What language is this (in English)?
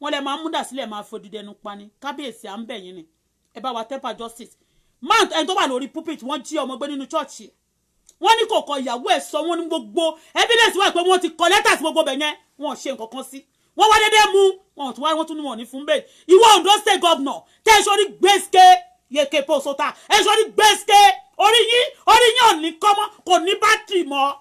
Yoruba